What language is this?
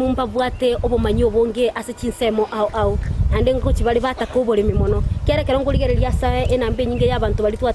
Gusii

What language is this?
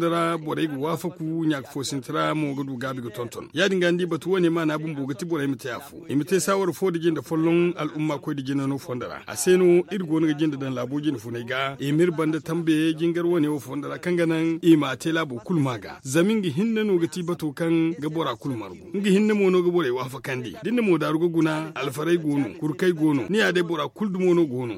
Zarma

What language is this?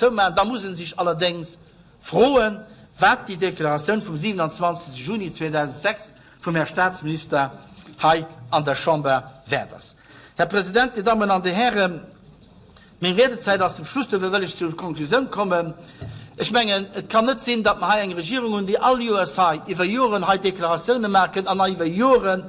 Luxembourgish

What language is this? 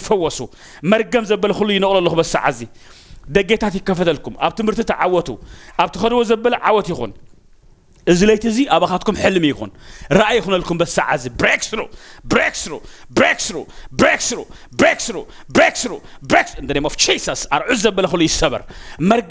Tigrinya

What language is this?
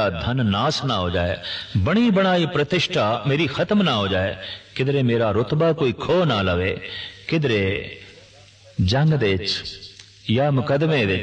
Punjabi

